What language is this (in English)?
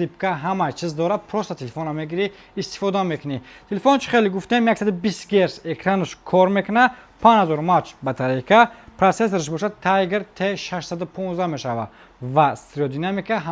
Tajik